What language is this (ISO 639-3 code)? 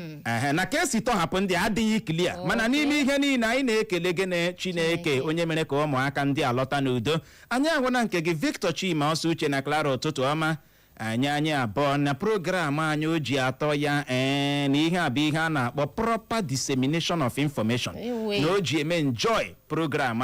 ibo